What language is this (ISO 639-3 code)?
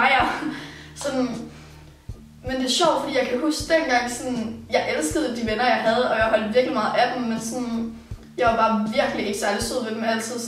dan